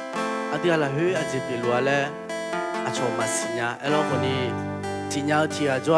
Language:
Akha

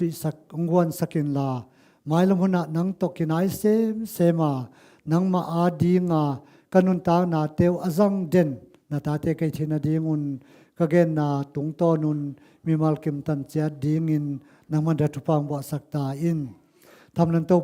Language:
Tedim Chin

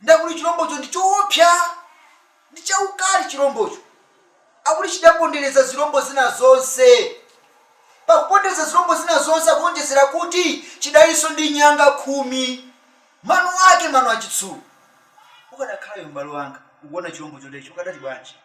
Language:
Nyanja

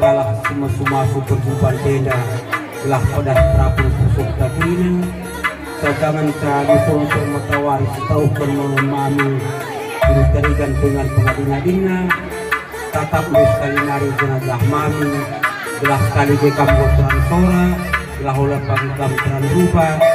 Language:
Batak Karo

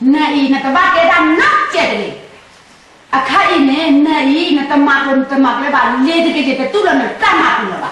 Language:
S'gaw Karen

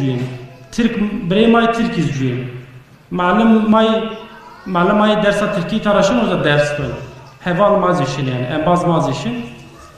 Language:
Zaza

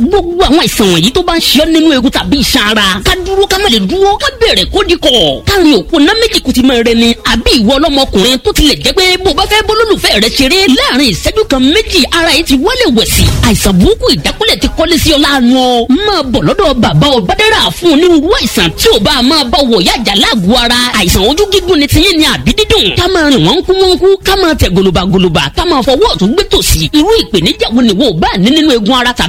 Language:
Yoruba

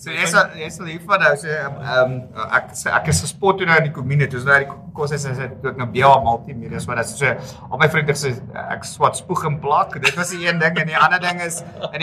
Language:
Afrikaans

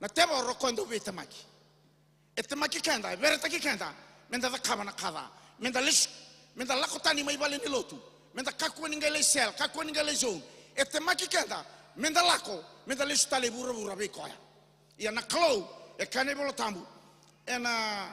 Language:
Fijian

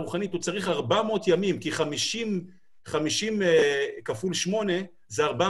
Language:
Hebrew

